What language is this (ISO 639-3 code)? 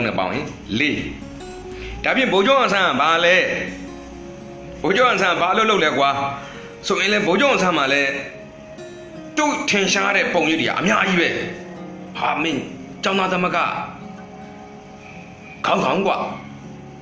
mya